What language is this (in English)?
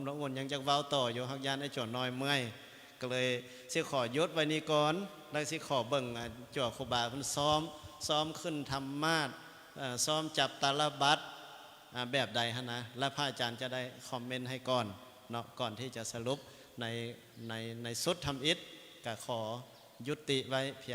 Lao